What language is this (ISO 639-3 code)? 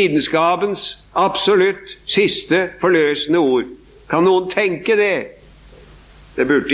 nor